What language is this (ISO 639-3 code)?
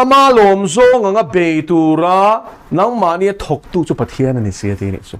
lus